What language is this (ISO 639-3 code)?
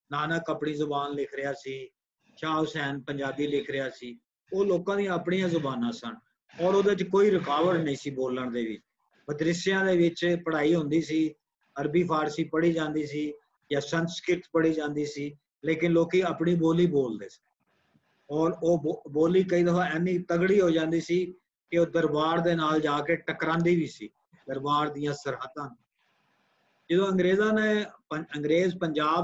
pan